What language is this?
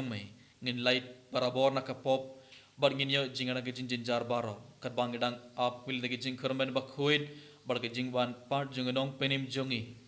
Khasi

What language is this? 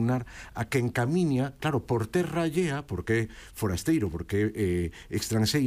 Galician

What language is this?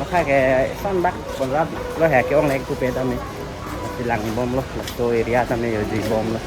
Karbi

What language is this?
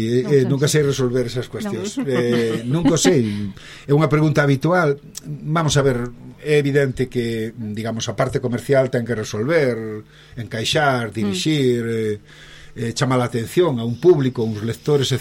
Galician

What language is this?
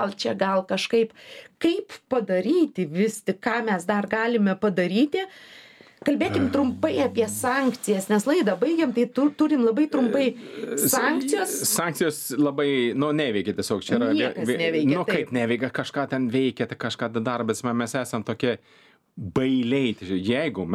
Lithuanian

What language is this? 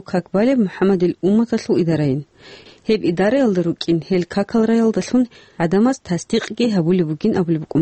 Avaric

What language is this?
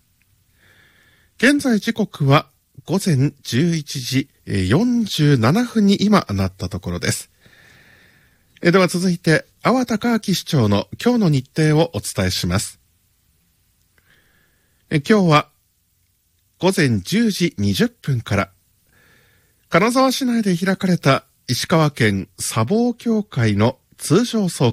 Japanese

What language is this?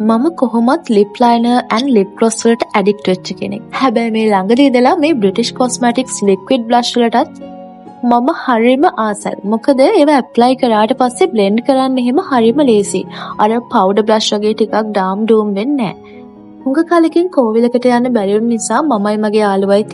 Sinhala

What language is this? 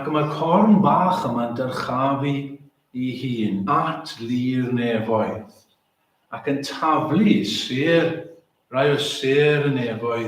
Welsh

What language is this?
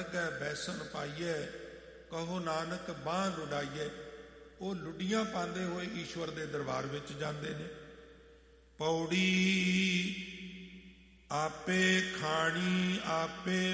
Punjabi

